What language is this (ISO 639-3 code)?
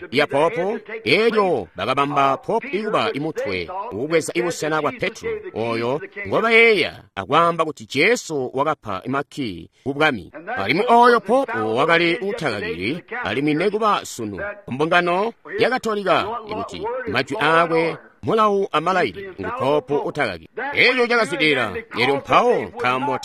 toi